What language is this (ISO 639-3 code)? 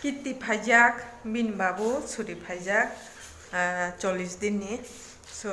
trp